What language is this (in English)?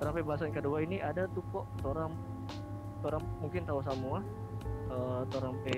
Manado Malay